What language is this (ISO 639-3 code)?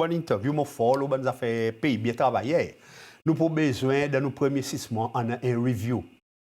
crs